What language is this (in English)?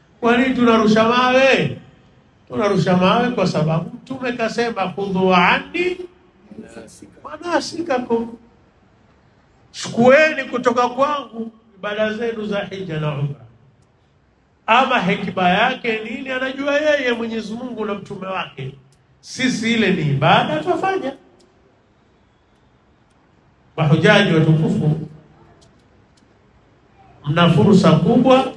Swahili